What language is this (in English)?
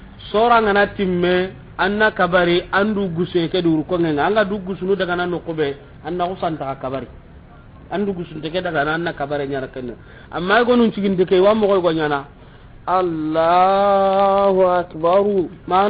Soninke